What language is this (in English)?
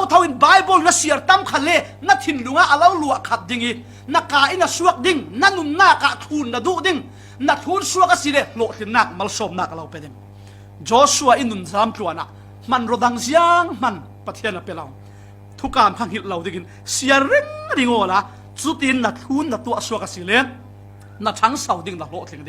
Falam Chin